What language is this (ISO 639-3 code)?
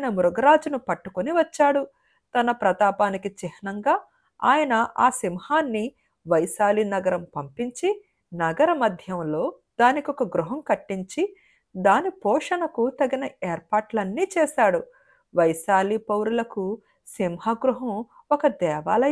tel